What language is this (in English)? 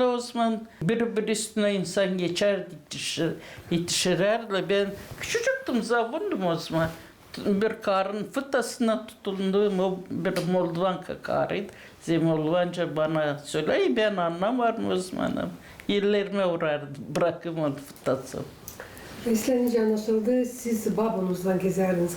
Gagauz